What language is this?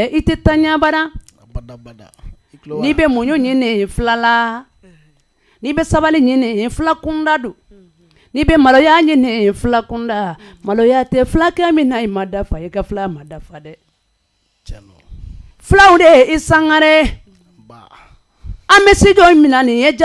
Bambara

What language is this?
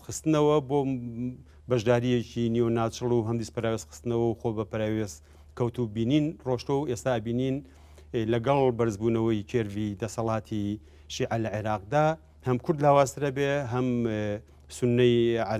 Central Kurdish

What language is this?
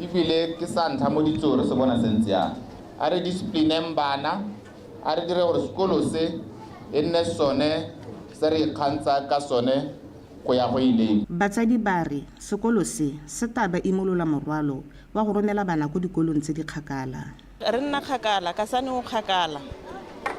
Tswana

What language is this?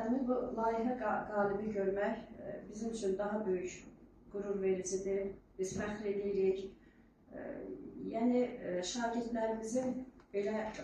Azerbaijani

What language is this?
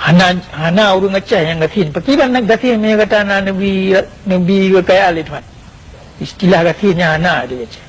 Achinese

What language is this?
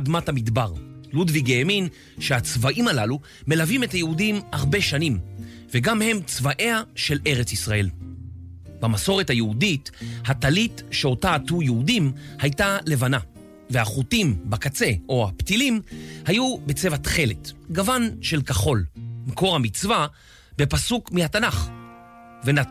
Hebrew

